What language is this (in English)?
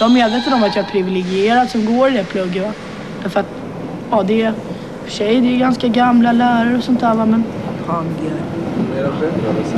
Swedish